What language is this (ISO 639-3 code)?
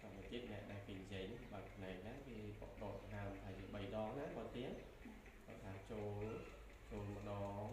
khm